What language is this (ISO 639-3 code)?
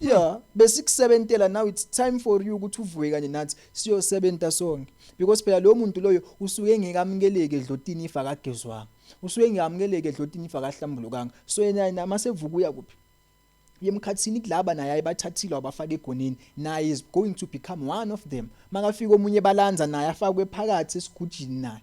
zul